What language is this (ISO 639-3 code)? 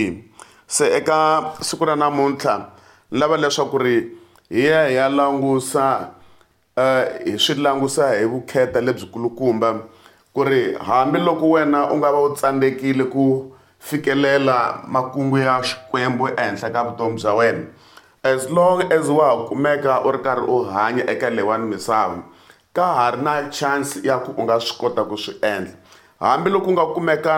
tso